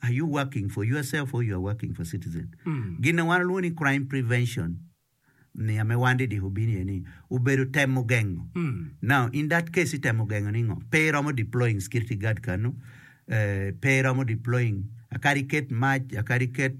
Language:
Acoli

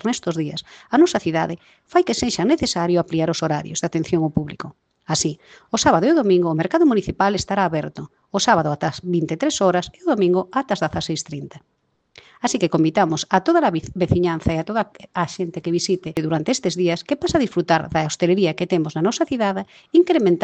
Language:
Galician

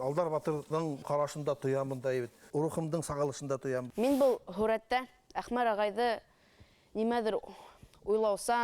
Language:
Bashkir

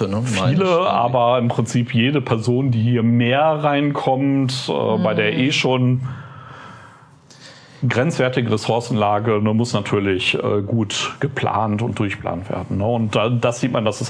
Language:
German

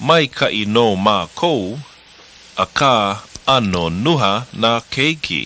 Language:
Hawaiian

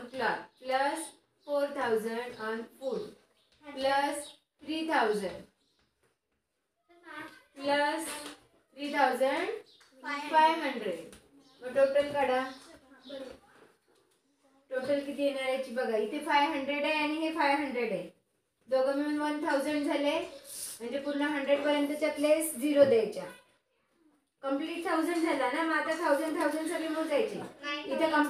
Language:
Marathi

